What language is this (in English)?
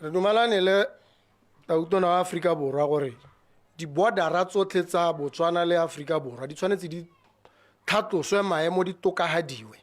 Tswana